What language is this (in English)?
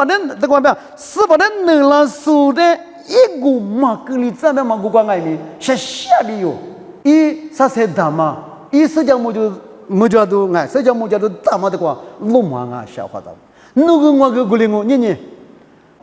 Lisu